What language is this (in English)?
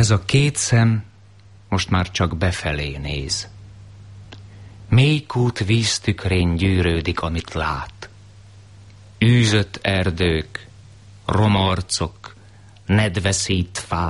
Hungarian